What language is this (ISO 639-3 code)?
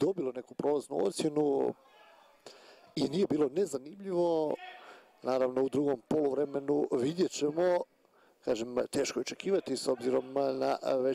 hrv